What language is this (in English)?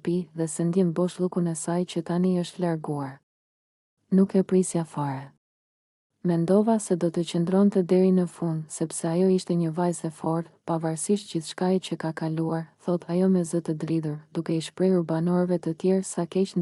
Albanian